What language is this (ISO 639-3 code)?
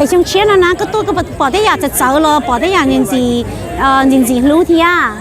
hmn